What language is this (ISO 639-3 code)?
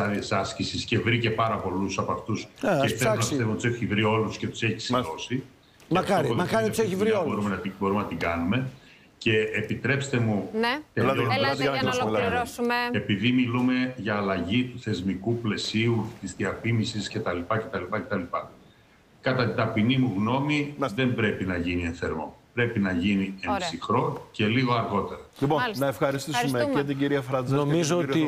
ell